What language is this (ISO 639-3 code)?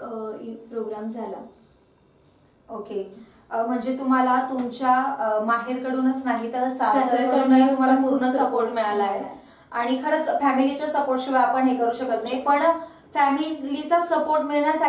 mar